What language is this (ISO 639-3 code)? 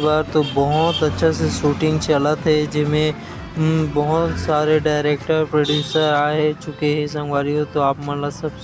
hne